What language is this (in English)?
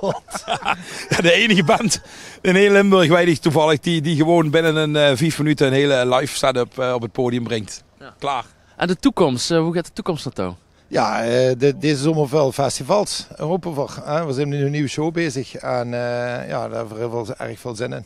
Limburgish